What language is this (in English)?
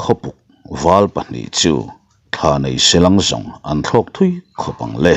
Mizo